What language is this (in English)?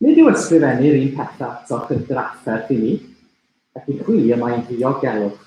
Welsh